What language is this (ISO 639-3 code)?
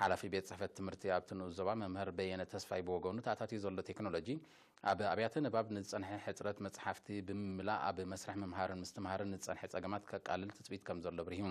tir